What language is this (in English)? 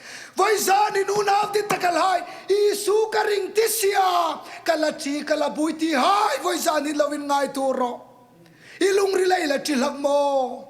Hmar